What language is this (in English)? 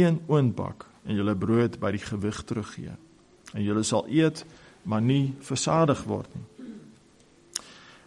Afrikaans